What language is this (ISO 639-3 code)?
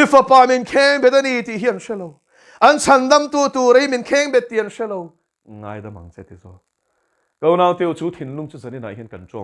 lus